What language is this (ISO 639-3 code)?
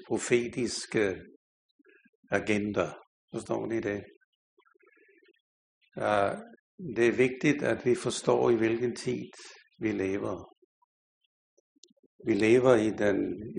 dan